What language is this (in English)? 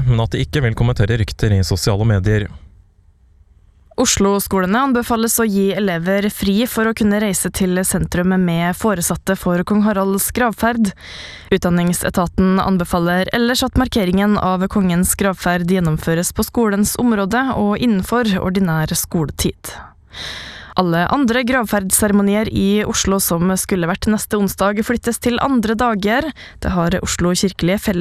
Norwegian